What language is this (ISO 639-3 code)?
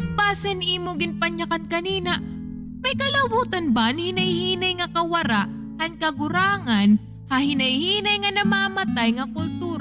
war